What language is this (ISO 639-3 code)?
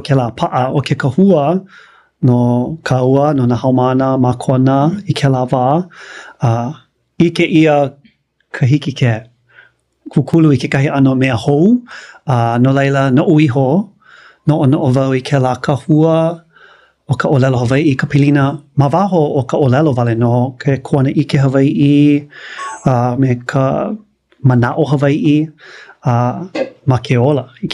haw